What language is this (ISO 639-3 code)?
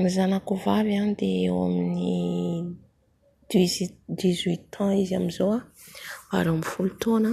mlg